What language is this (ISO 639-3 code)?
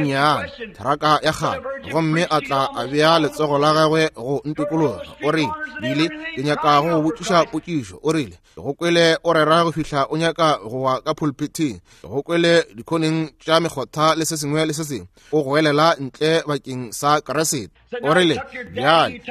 nso